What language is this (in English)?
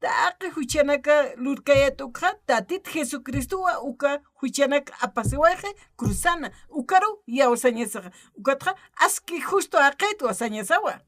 Aymara